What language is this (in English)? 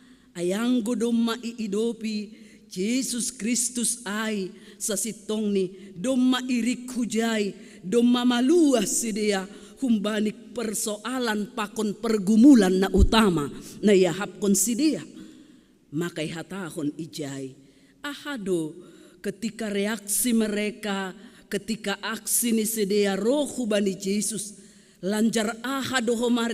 Batak Simalungun